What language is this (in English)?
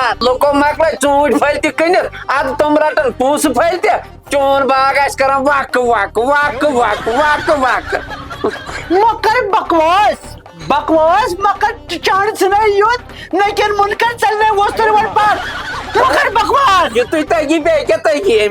Kashmiri